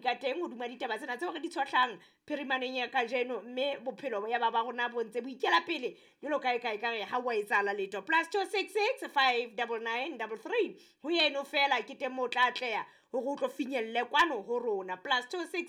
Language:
Southern Sotho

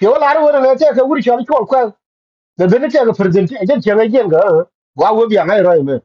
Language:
Nuer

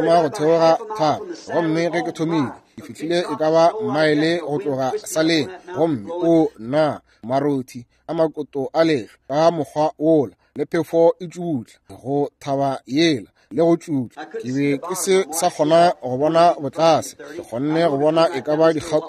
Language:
Northern Sotho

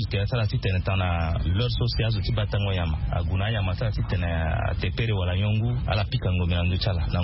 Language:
Sango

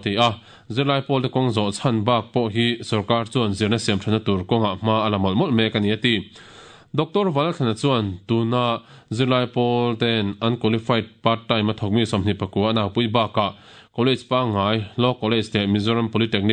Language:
Mizo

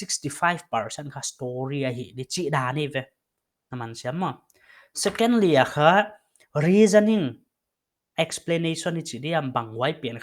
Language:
Paite Chin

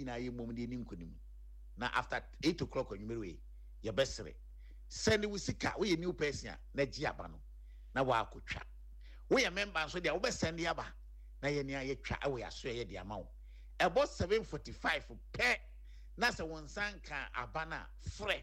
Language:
Akan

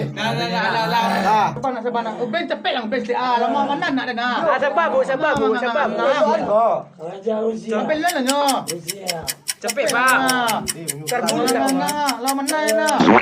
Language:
Minangkabau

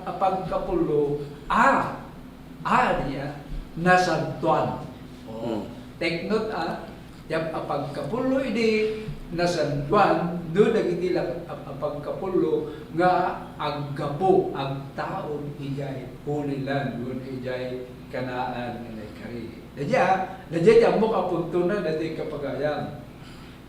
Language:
Iloko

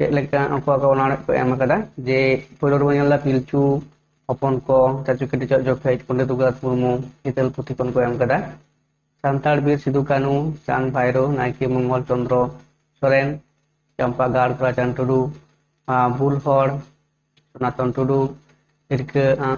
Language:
Santali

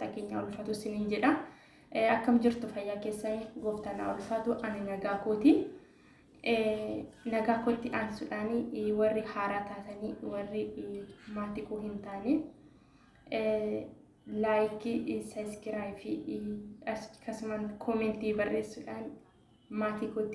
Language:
Oromo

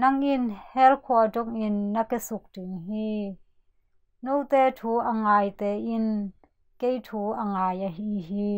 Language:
Tedim Chin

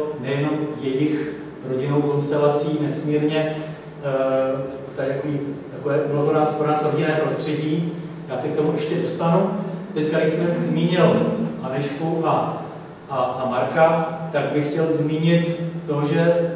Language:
Czech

